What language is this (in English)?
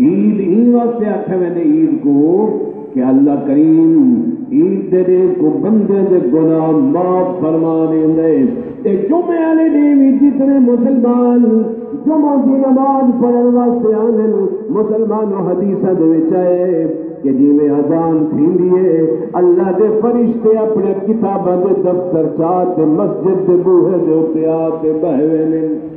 Saraiki